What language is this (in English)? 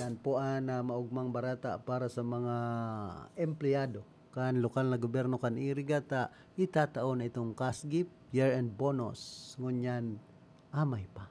Bikol